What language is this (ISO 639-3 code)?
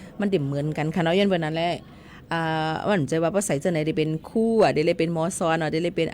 shn